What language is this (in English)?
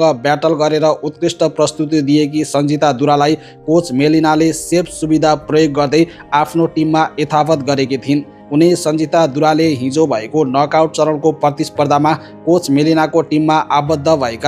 Nepali